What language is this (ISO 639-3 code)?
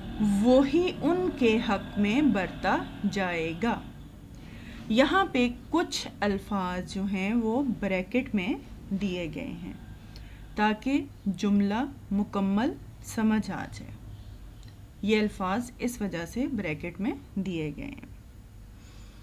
urd